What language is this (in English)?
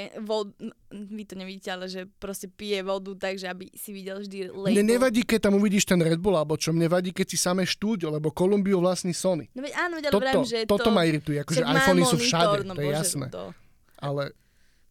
Slovak